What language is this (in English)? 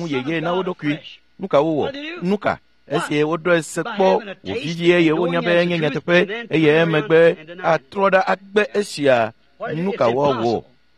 Ewe